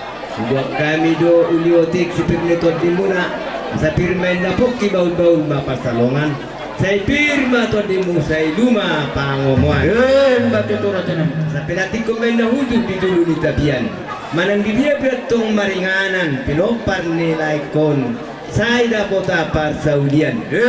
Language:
Batak Toba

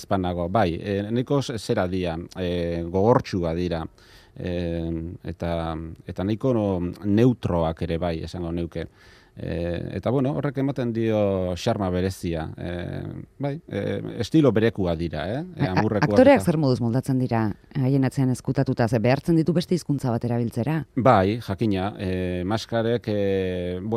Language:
Basque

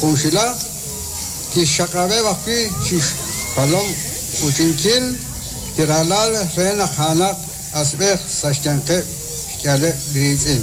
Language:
Kekchí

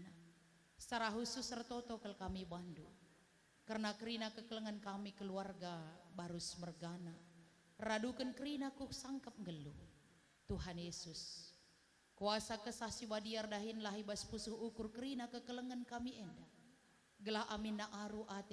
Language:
Batak Karo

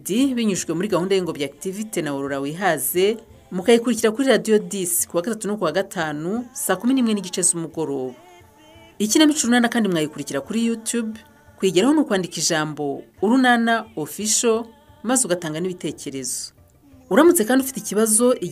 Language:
Kinyarwanda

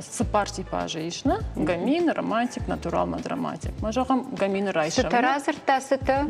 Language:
Ossetic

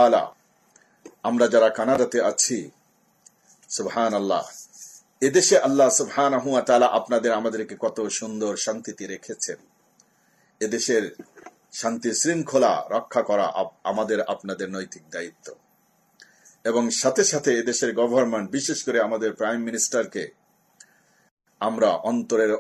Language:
Bangla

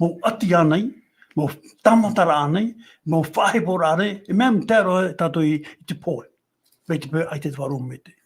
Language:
Tahitian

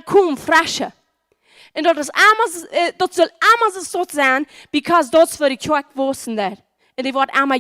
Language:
Plautdietsch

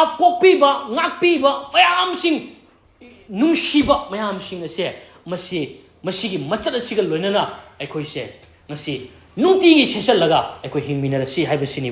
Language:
Manipuri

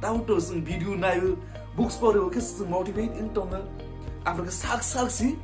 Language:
Kok Borok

